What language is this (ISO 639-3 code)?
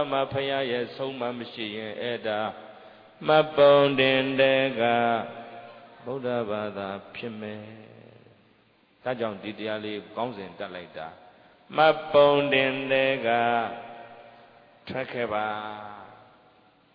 mya